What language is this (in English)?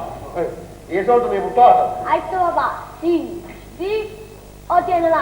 Neapolitan